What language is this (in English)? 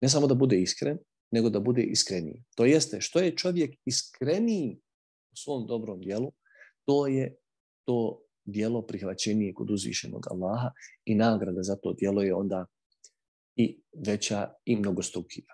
Bosnian